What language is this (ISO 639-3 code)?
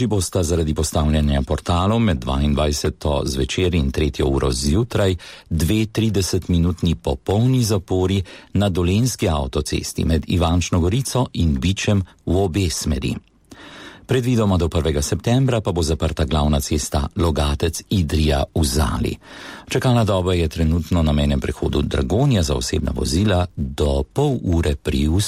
slv